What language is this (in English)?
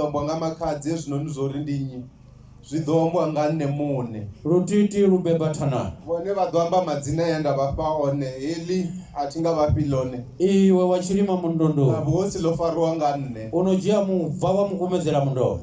Venda